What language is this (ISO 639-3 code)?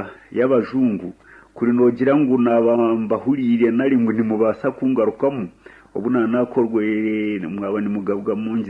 nyn